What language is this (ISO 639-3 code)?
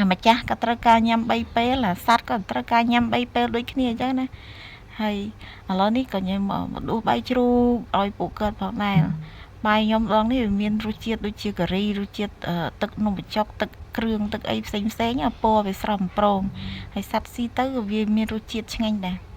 khm